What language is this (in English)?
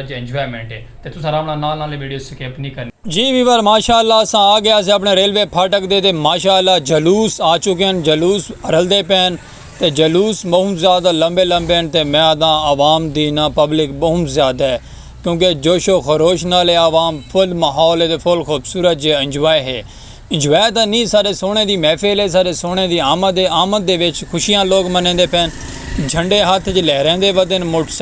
Saraiki